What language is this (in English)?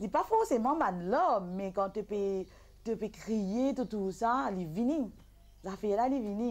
Morisyen